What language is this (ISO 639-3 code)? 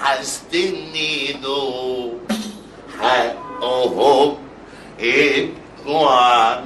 arz